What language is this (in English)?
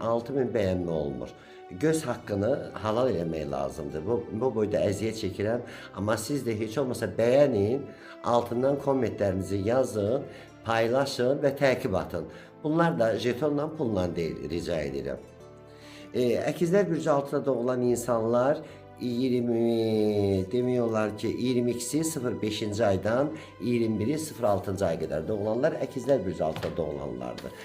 Azerbaijani